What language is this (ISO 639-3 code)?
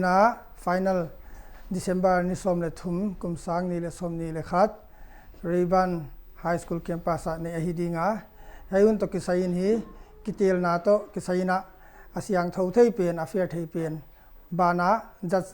pck